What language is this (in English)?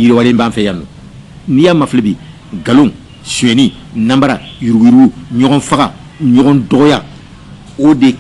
Bambara